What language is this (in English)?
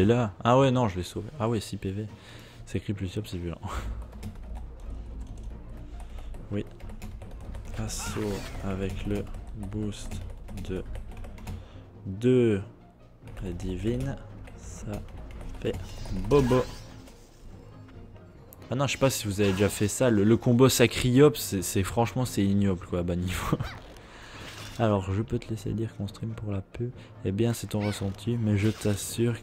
French